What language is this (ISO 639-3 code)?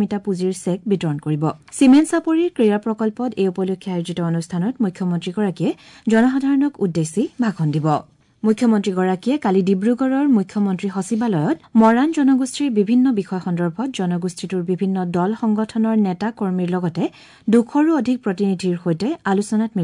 asm